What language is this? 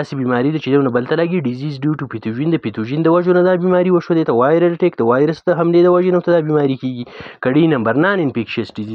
Pashto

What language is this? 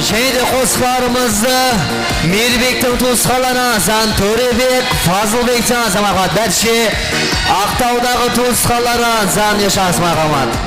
Kara-Kalpak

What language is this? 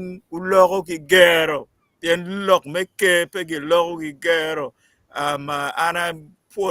Acoli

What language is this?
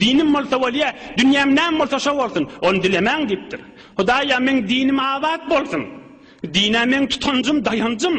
Turkmen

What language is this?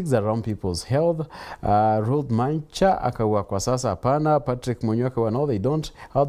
Meru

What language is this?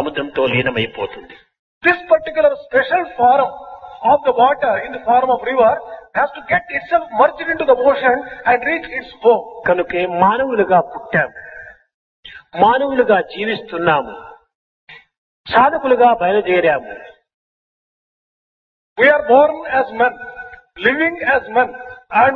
Telugu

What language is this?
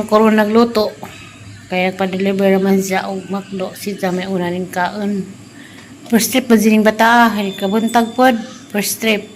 Cebuano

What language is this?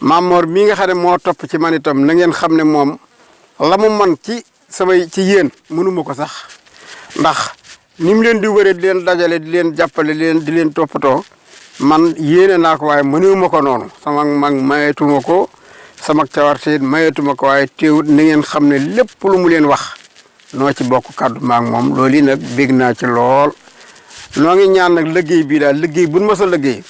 Wolof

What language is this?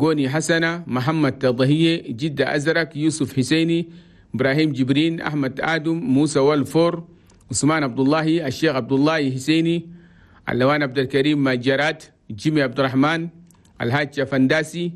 Chadian Arabic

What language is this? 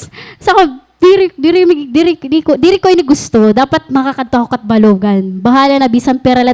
Waray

